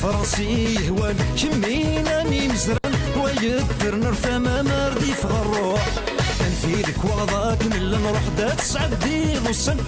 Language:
Kabyle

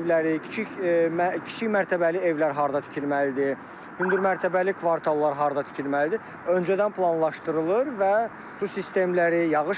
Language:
Azerbaijani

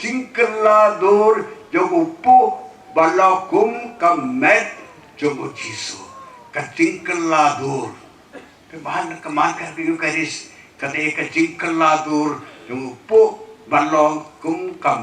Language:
Khasi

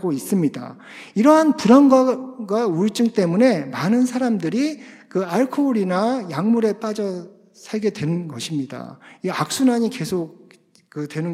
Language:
Korean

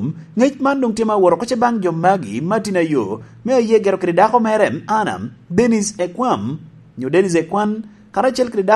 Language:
Lango (Uganda)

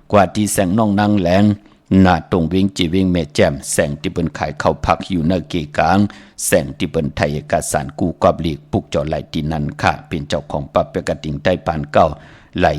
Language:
Shan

